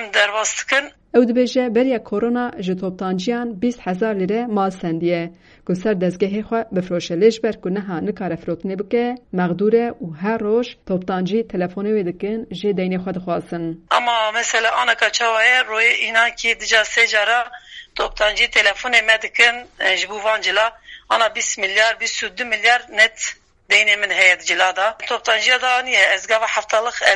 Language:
Kurdish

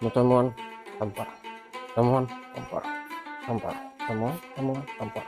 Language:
Banjar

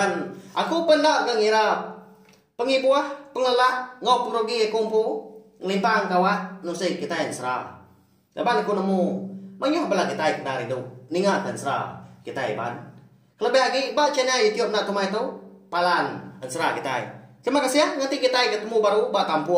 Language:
Iban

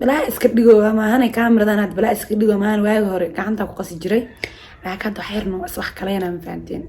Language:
Somali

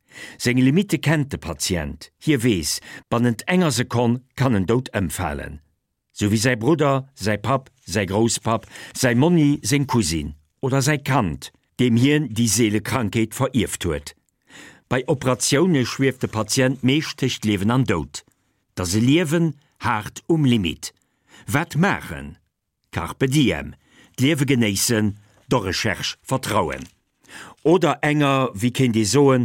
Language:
Luxembourgish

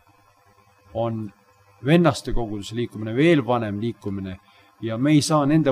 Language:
Estonian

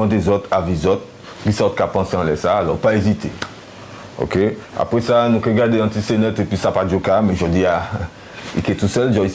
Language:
Guadeloupean Creole French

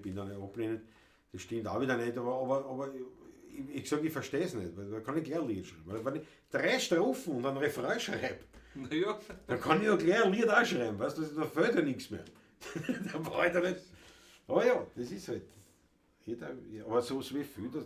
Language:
Bavarian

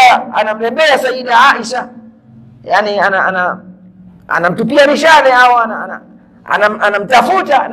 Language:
Swahili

